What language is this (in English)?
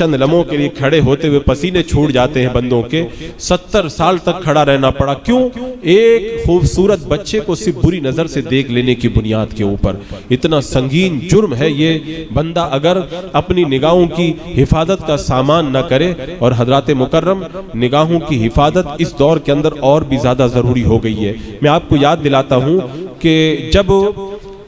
Urdu